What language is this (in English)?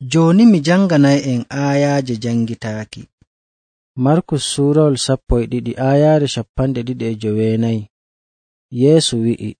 Nigerian Fulfulde